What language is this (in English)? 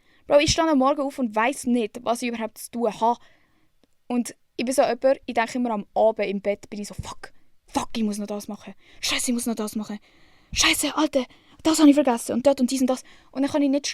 Swiss German